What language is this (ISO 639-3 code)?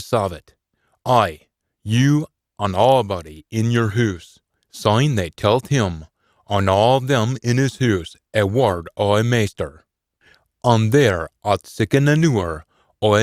sco